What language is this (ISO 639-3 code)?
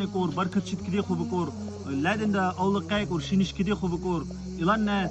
dar